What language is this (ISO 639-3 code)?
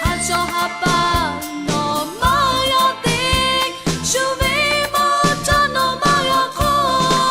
lhu